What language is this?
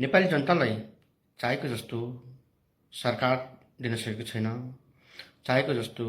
Nepali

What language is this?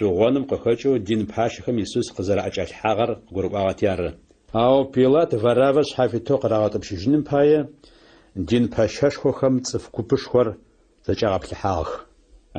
Adyghe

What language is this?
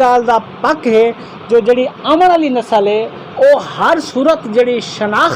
Saraiki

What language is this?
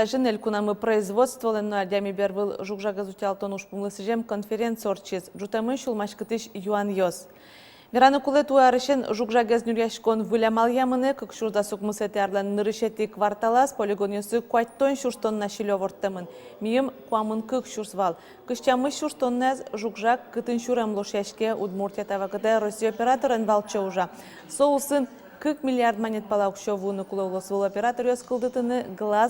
Udmurt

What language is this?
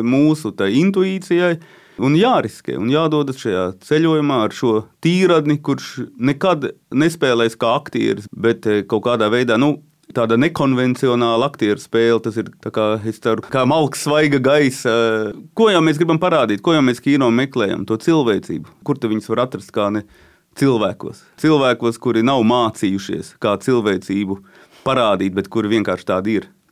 Latvian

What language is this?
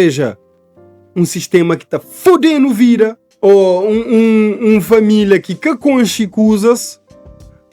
Kabuverdianu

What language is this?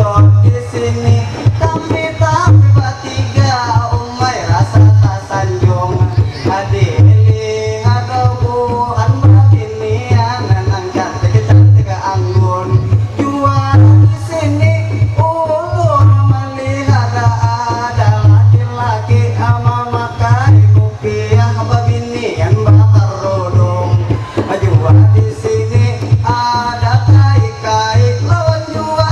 Banjar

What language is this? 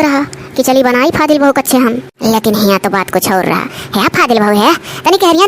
Awadhi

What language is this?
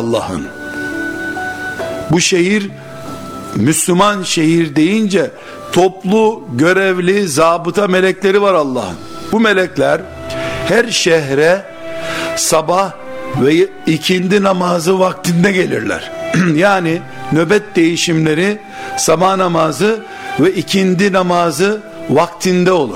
Turkish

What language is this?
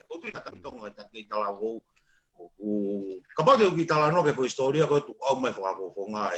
Tongan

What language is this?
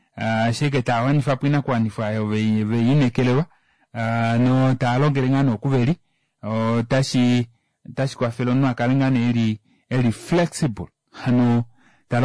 Kuanyama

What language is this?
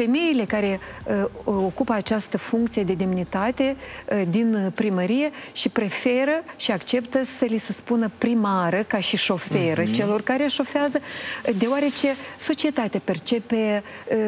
Romanian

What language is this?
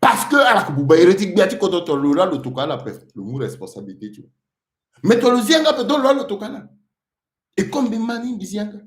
Sango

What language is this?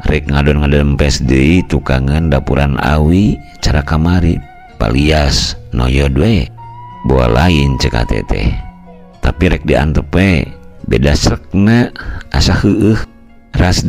Sundanese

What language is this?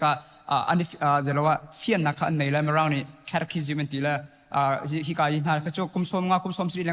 Hakha Chin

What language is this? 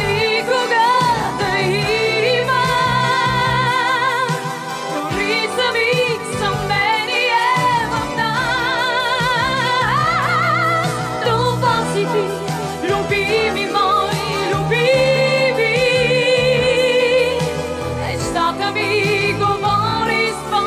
Bulgarian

